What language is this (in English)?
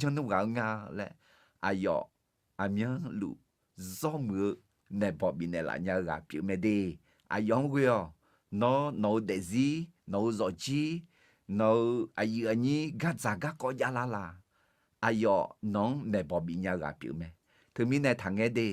Akha